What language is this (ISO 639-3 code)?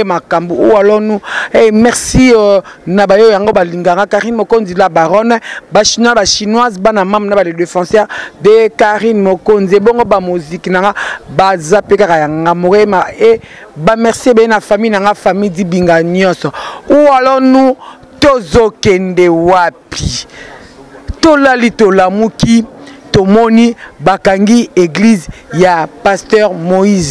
lin